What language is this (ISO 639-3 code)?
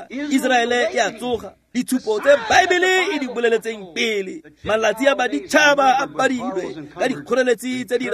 tsn